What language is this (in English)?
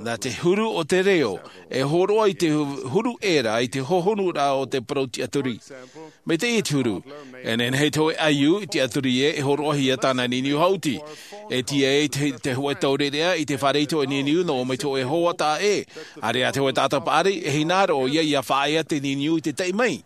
Tahitian